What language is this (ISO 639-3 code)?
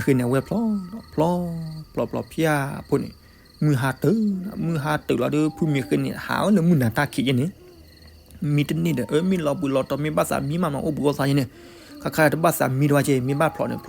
ksw